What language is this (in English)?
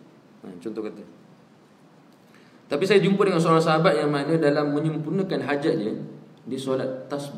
Malay